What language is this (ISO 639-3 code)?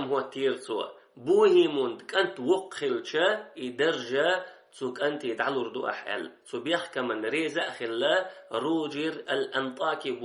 che